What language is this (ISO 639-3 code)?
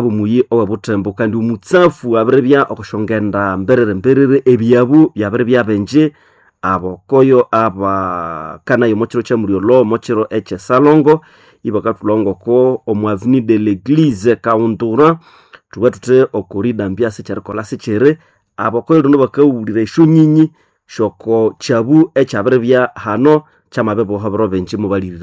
nnb